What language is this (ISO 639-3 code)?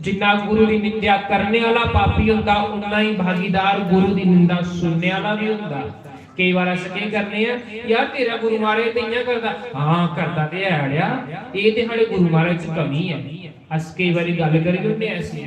doi